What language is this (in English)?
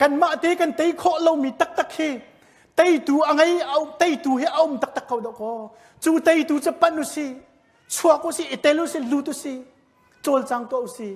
Hakha Chin